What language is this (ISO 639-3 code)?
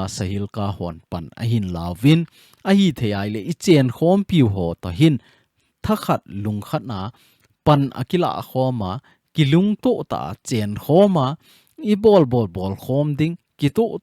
tcz